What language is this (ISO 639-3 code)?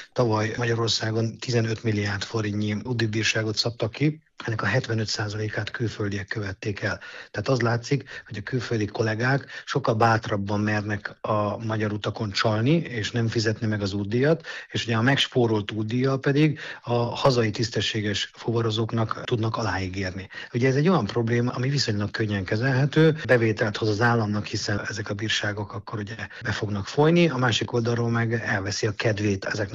hun